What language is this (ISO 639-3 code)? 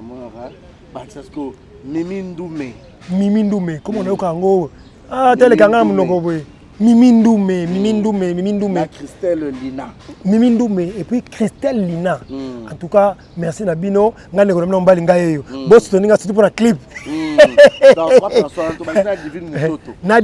lin